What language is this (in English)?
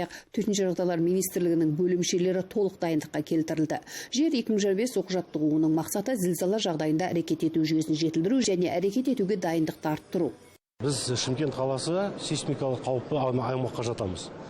Kazakh